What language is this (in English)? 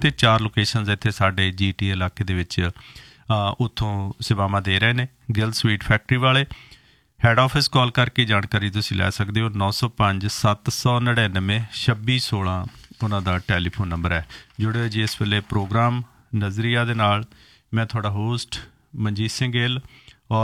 Punjabi